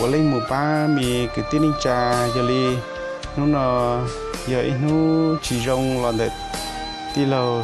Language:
Hmong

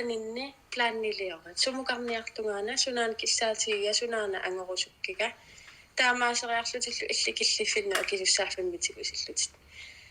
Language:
Kalaallisut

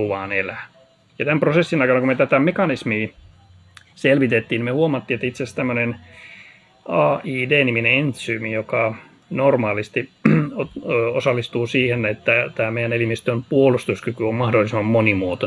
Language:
Finnish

